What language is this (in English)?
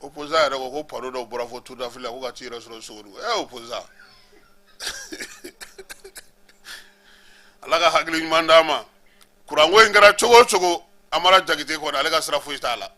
Bambara